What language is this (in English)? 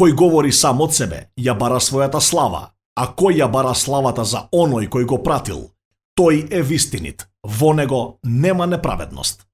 Macedonian